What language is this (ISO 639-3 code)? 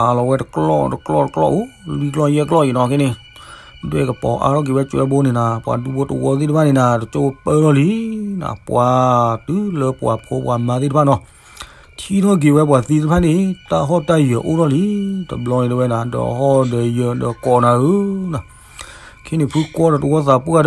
ksw